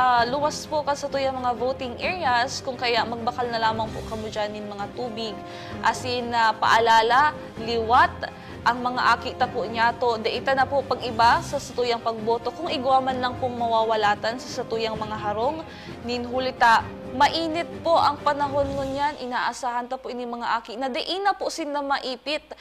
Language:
Bikol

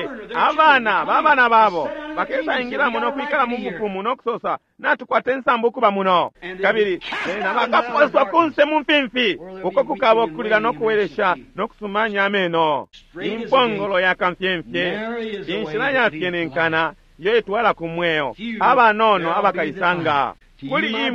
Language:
Bemba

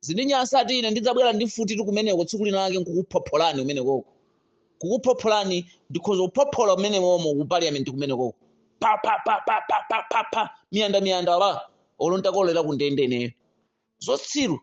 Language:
Nyanja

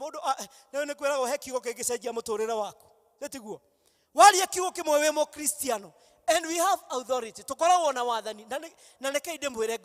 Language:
Kikuyu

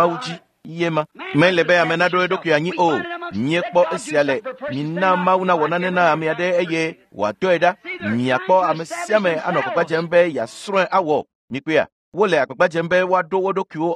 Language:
Ewe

